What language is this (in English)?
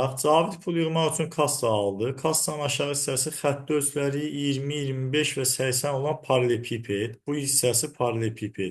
Azerbaijani